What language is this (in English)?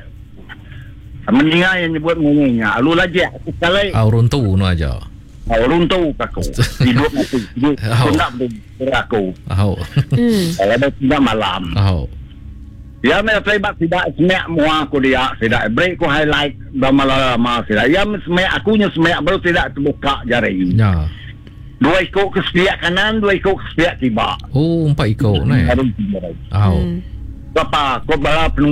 Malay